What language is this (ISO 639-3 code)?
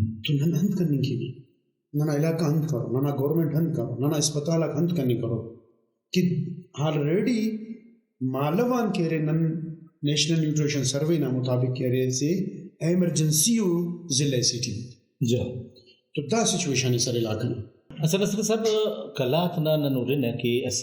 brh